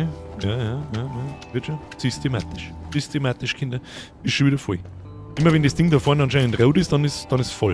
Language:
Bavarian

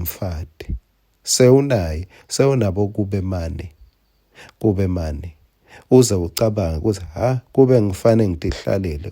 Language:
Swati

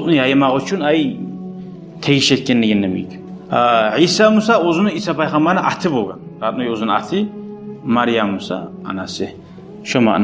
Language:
Kumyk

